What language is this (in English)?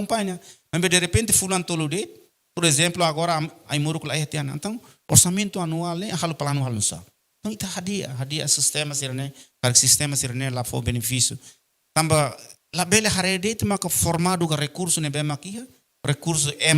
Tetum